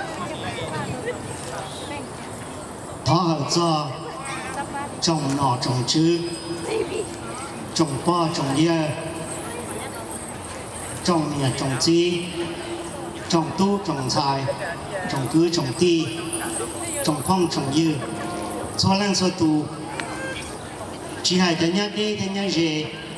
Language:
Vietnamese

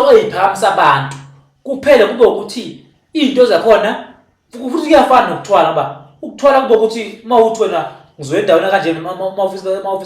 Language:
Zulu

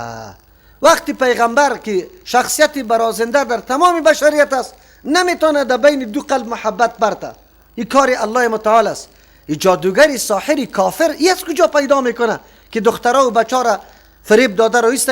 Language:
Persian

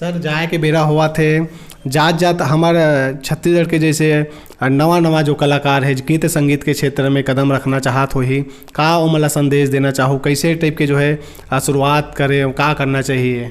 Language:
Chhattisgarhi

